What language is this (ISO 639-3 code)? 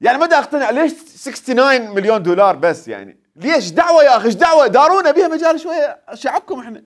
acm